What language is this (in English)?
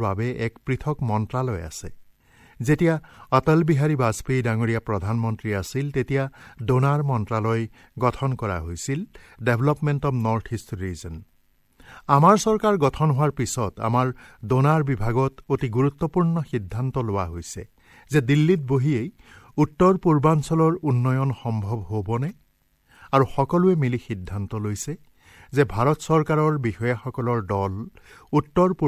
Assamese